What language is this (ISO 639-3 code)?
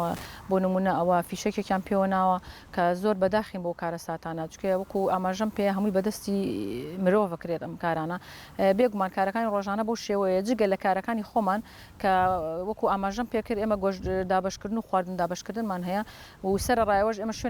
ckb